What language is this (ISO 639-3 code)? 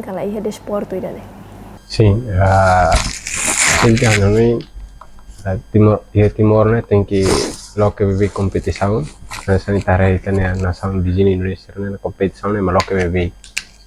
tet